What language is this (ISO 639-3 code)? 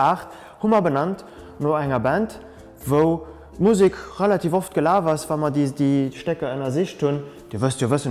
ltz